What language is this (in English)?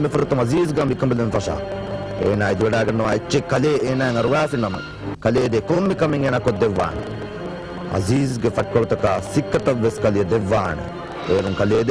Divehi